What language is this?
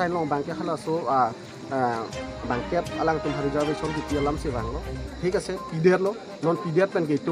Karbi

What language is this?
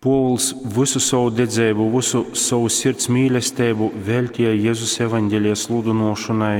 Latgalian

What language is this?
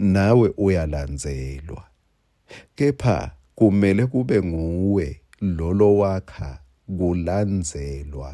Swati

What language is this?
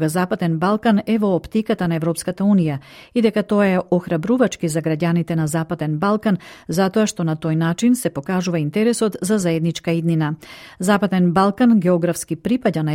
Macedonian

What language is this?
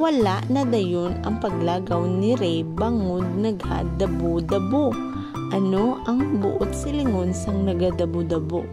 Hiligaynon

